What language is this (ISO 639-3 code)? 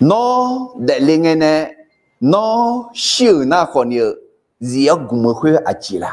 ahk